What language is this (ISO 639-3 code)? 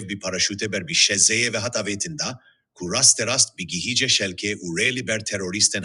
kur